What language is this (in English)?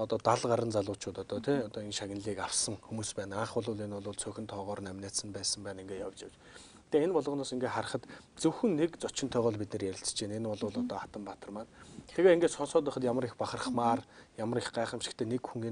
Mongolian